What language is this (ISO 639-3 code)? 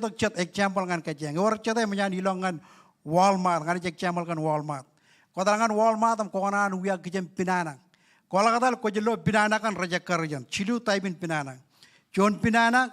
mah